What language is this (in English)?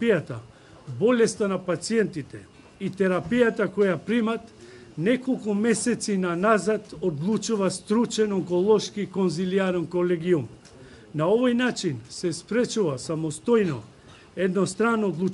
Macedonian